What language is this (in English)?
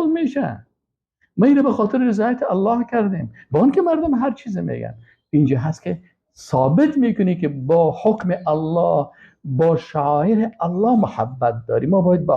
Persian